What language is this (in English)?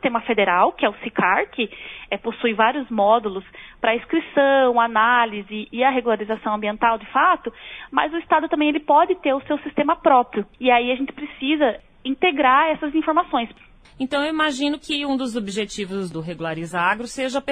Portuguese